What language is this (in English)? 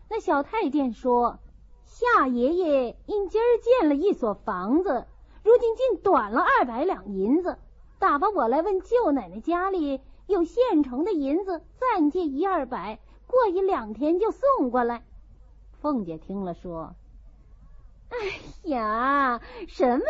Chinese